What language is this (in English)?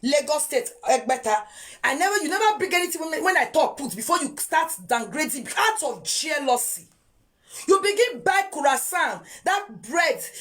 Nigerian Pidgin